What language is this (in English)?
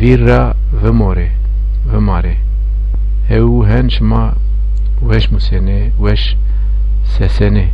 Zaza